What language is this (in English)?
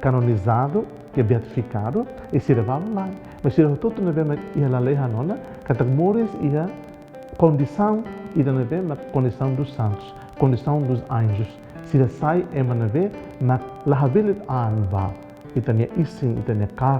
Tetum